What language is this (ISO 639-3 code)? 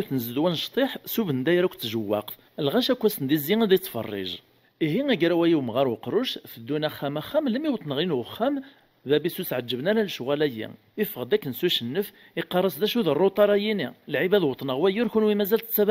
kab